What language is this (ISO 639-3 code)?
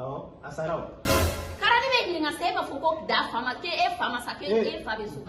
bam